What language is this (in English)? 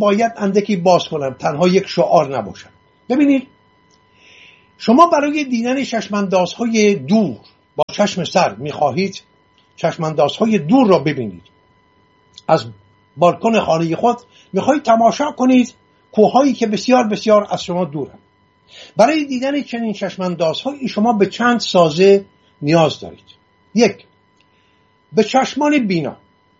Persian